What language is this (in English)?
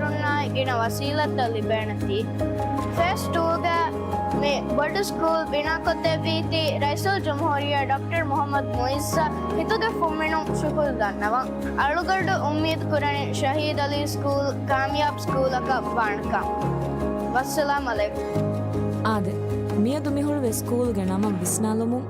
Divehi